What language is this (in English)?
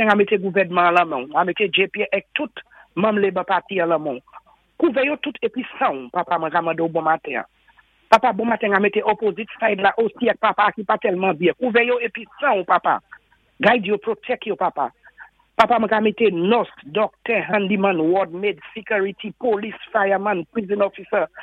Saint Lucian Creole French